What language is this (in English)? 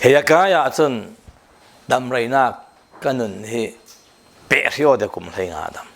Falam Chin